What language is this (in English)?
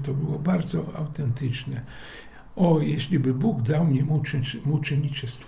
Polish